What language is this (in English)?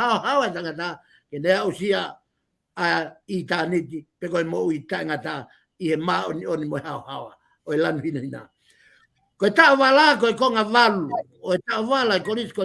Tongan